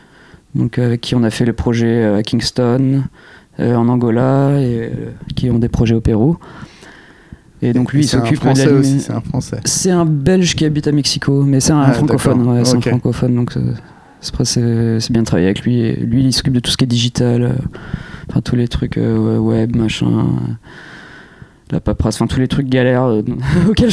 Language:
French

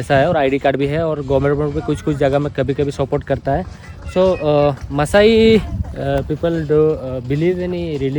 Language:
Santali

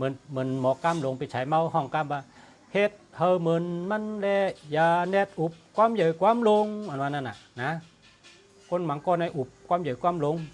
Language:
Shan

